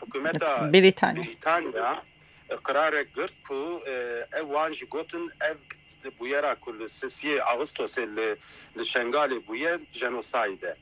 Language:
Kurdish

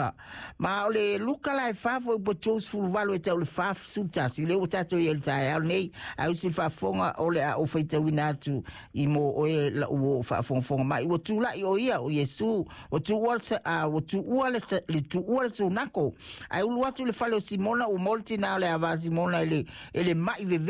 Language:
Samoan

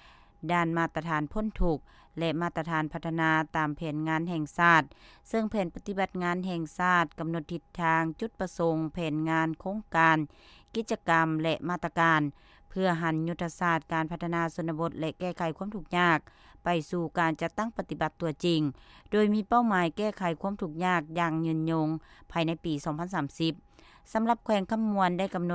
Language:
Lao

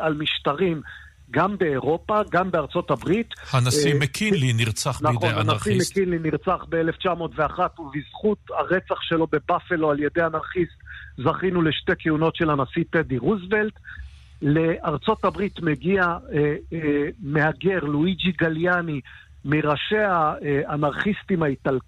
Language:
Hebrew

